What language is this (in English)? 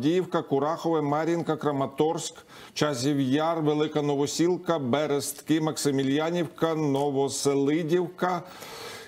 Ukrainian